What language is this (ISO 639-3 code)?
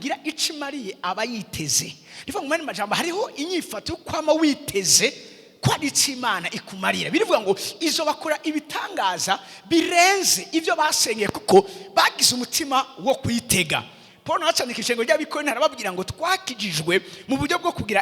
run